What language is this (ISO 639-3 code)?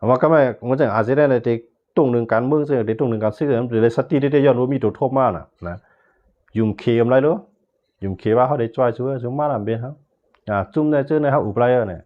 shn